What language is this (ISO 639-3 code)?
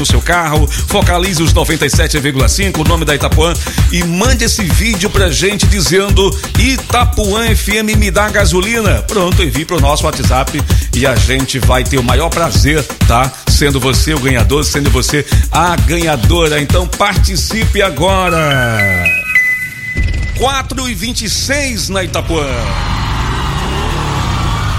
por